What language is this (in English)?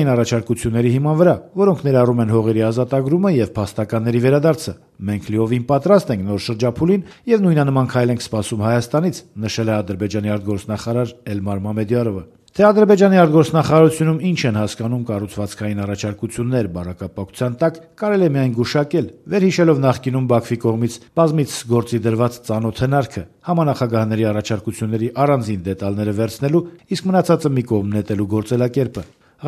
Armenian